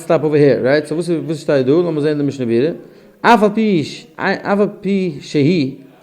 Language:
Yiddish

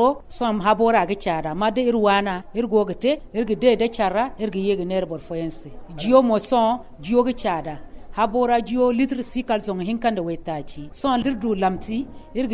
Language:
Zarma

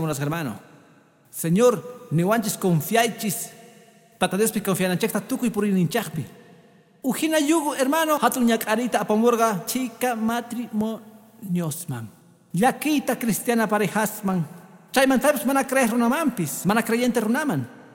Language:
Quechua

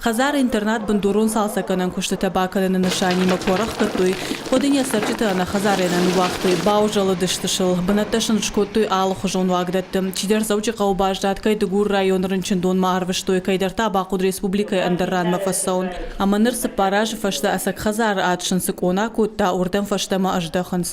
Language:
Ossetic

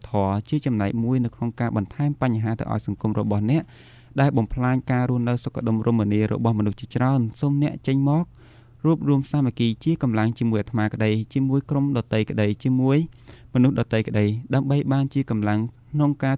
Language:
Khmer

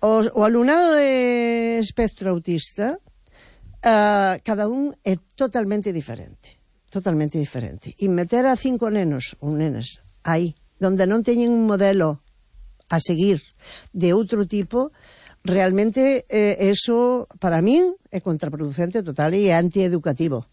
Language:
Galician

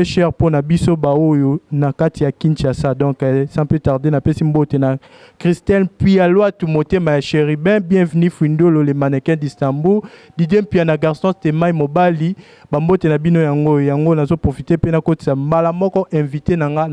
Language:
Lingala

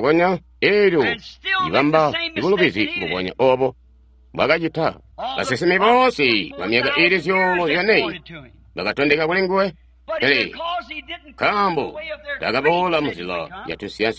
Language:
Tonga (Zambia)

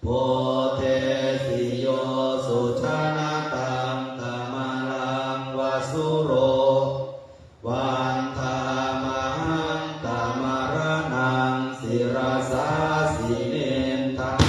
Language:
Pali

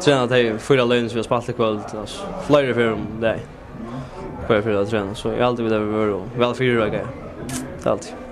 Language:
Faroese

